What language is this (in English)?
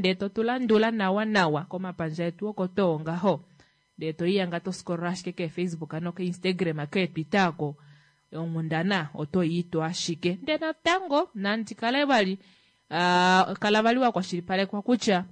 Kuanyama